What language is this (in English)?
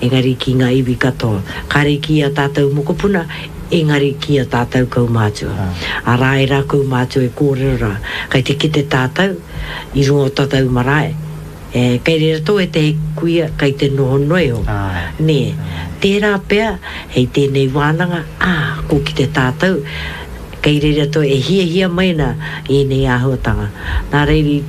Māori